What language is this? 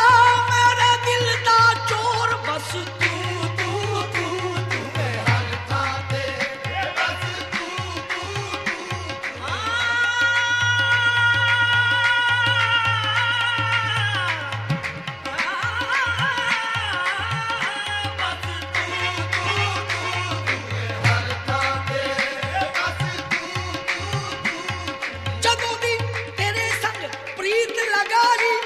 Punjabi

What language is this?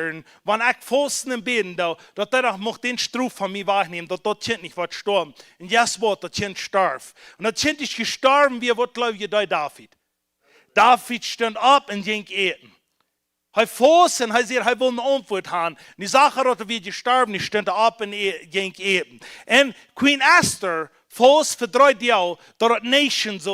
Plautdietsch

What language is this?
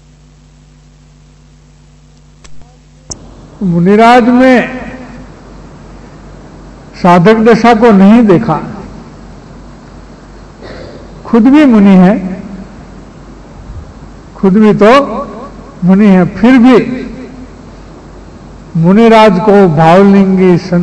Hindi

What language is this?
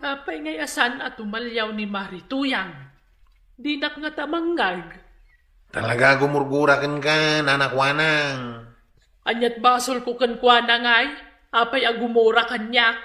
Iloko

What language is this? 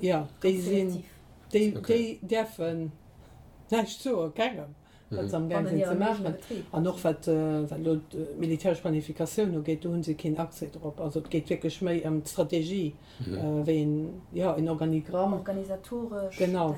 Luxembourgish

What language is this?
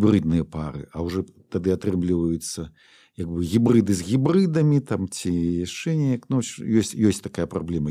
Belarusian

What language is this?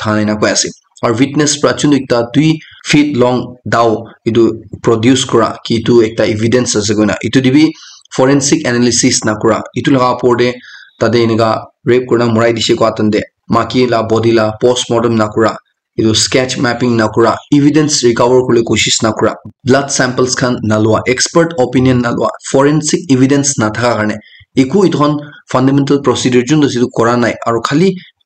Naga Pidgin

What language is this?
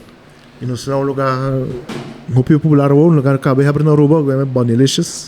Papiamento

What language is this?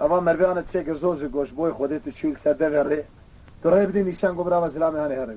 Kurdish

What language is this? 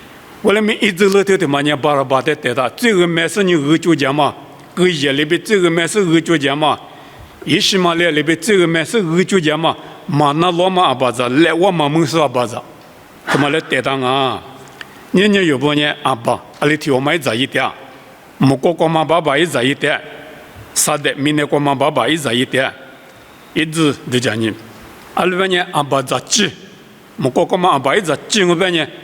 Lisu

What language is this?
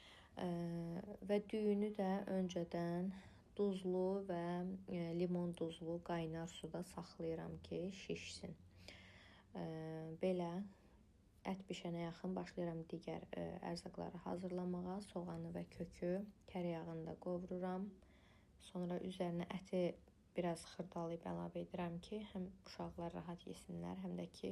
Azerbaijani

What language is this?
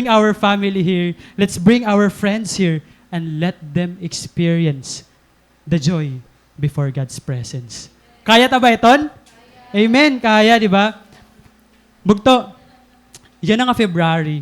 Waray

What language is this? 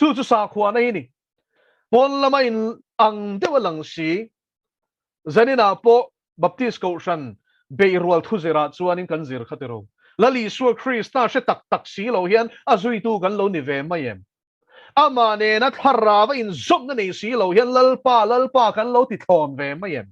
Mizo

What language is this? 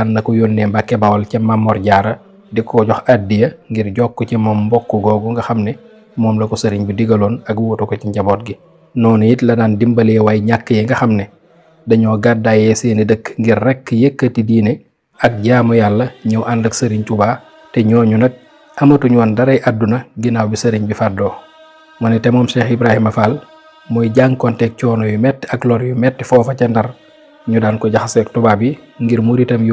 Wolof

